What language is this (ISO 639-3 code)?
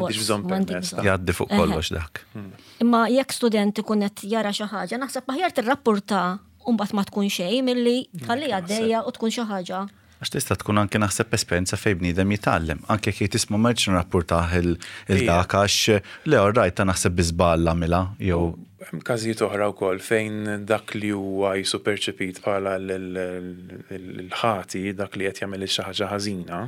mlt